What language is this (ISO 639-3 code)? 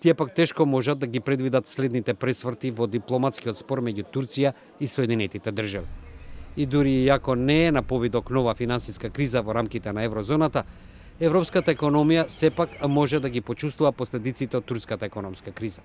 mkd